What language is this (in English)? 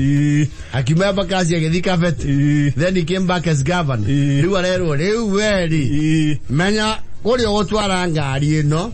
Kikuyu